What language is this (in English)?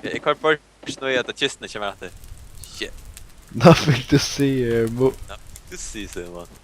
Faroese